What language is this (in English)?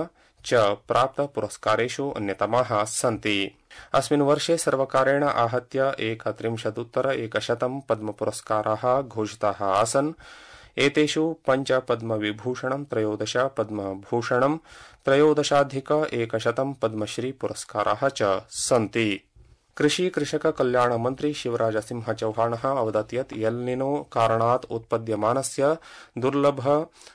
Sanskrit